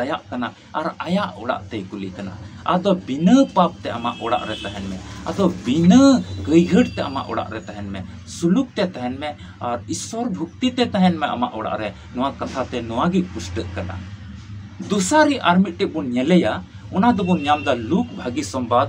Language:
Santali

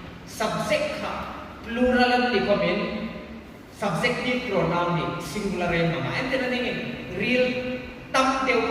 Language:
Hmar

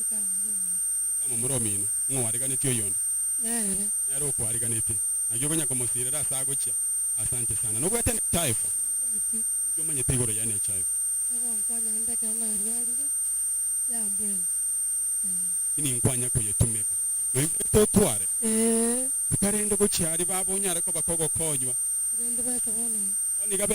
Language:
Gusii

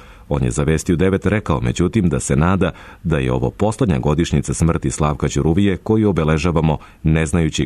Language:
Serbian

